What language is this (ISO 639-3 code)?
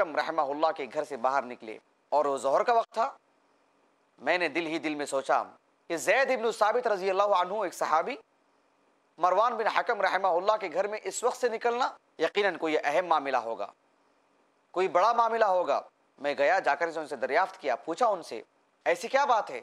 urd